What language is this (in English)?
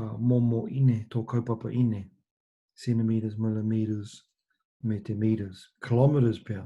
Māori